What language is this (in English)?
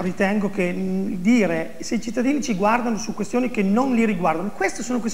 Italian